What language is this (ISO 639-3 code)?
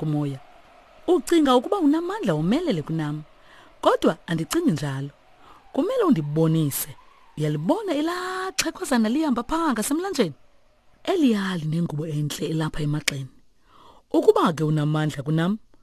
xho